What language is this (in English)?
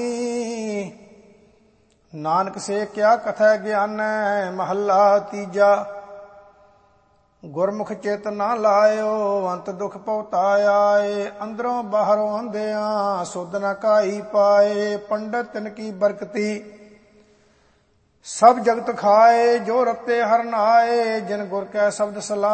Punjabi